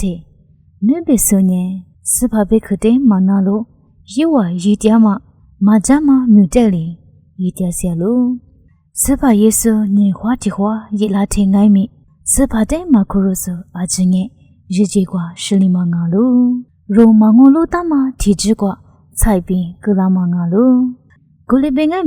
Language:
Lisu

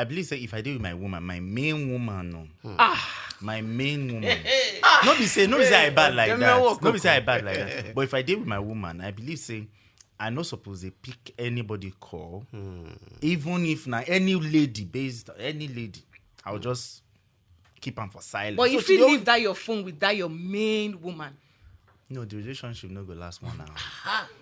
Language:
Nigerian Pidgin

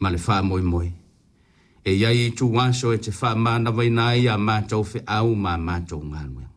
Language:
Samoan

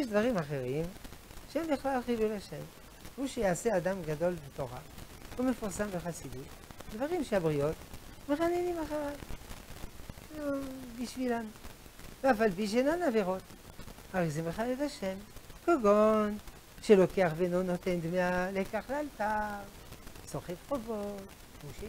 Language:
Hebrew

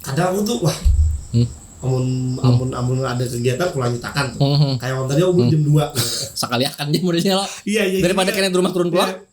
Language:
Banjar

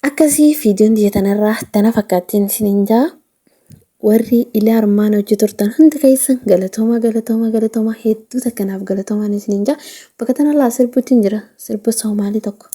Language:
Oromo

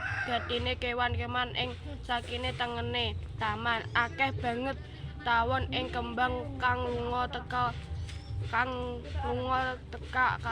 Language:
Javanese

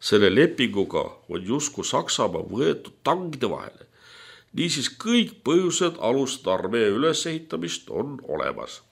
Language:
Estonian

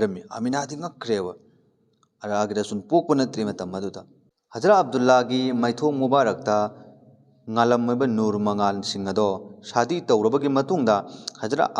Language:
Manipuri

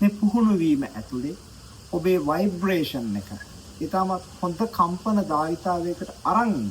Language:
Sinhala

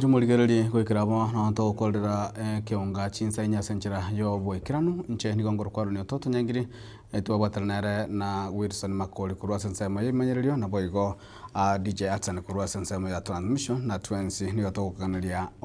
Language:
Gusii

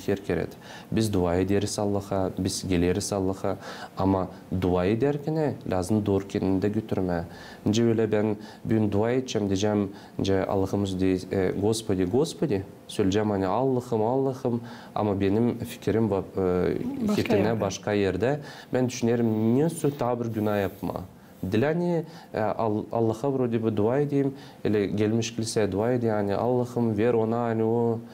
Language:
Gagauz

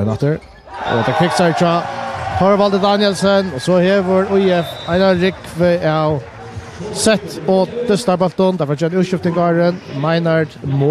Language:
Faroese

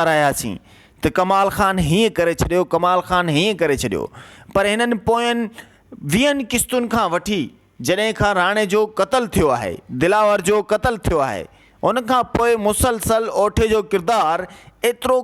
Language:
Sindhi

